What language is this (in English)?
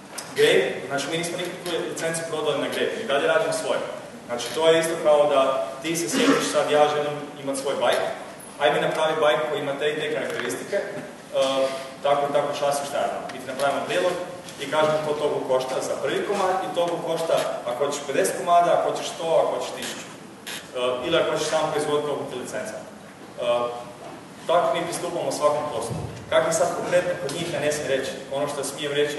Croatian